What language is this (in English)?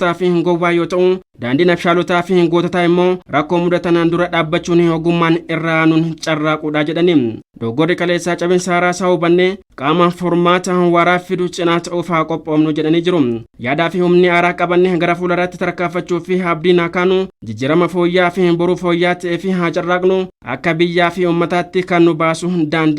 Oromo